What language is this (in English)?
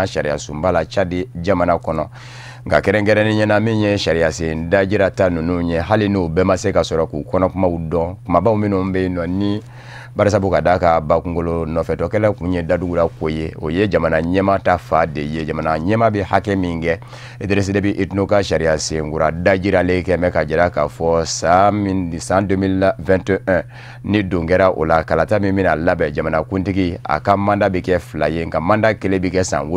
Bambara